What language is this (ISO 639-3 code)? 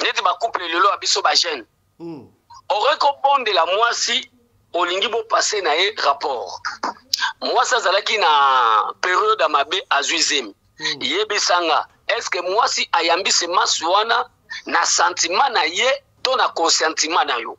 lin